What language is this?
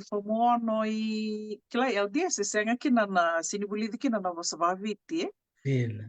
Fijian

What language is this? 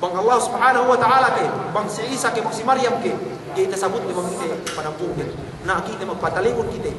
Yakan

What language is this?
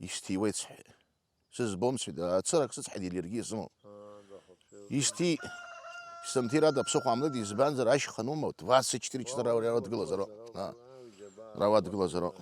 Abkhazian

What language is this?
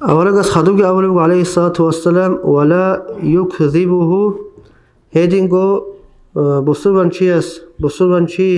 Avaric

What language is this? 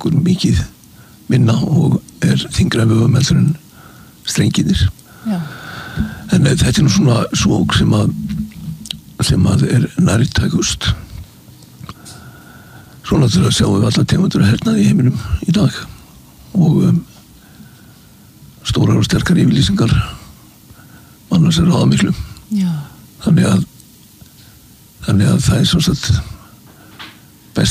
Icelandic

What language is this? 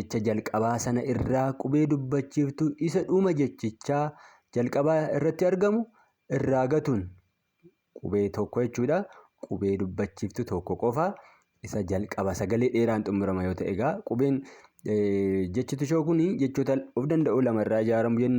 Oromo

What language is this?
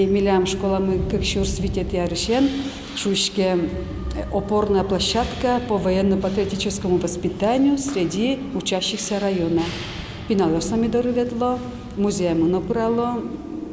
Udmurt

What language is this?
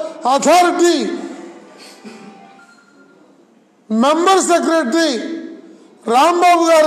Telugu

